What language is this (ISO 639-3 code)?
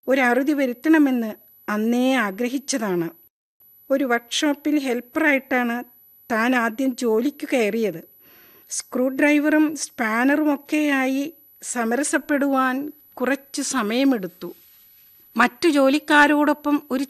mal